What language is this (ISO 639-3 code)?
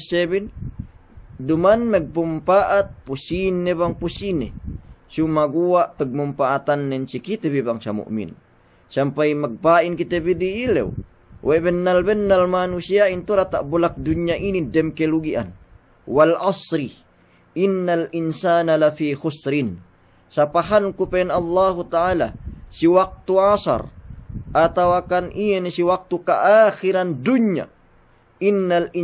yka